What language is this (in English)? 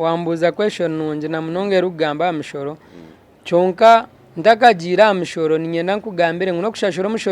Nyankole